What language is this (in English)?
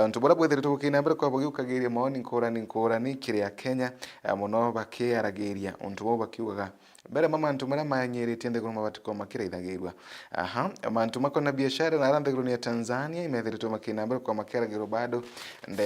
Meru